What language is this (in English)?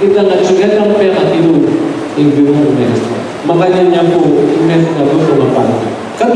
Pampanga